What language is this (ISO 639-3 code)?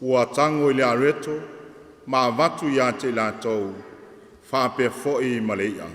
smo